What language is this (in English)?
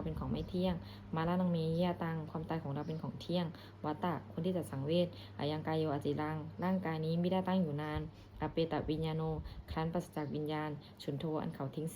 Pali